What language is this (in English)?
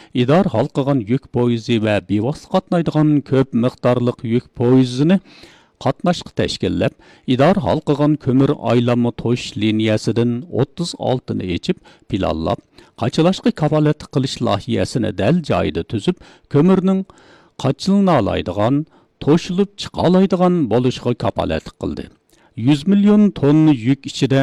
Uyghur